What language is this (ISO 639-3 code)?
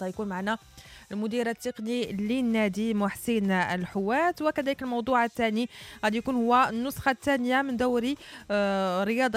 ary